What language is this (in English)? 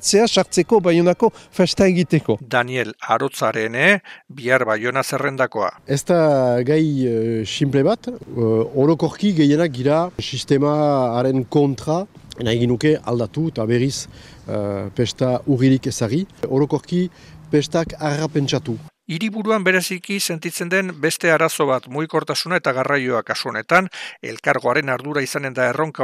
Basque